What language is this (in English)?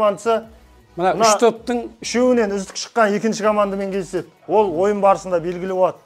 Kazakh